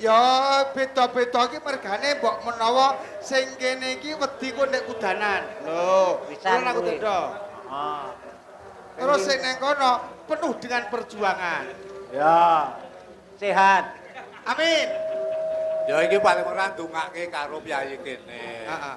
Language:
Javanese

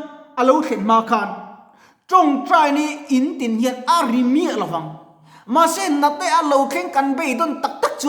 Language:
Mizo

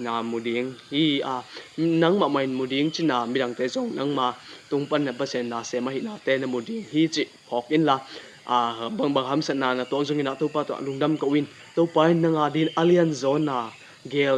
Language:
Tedim Chin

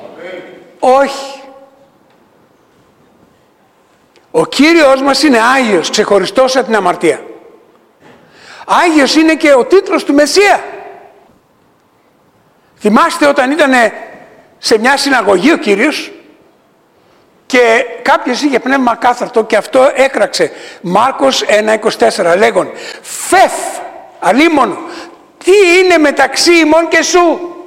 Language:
Greek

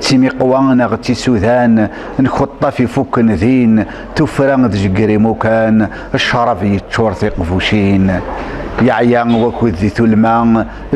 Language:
Kabyle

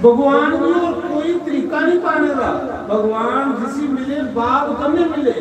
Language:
Dogri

